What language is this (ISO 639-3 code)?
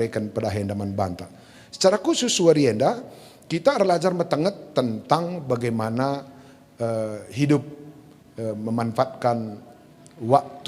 btx